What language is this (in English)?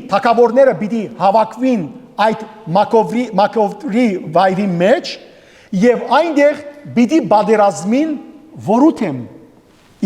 Western Armenian